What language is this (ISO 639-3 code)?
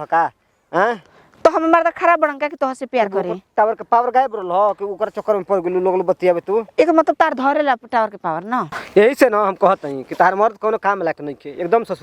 bho